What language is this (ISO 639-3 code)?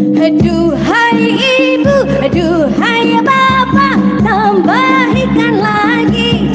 bjn